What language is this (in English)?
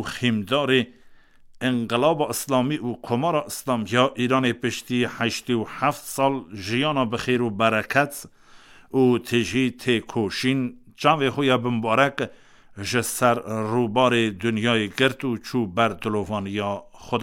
Kurdish